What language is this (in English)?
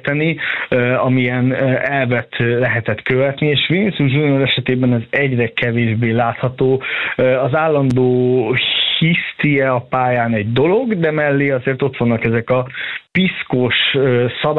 Hungarian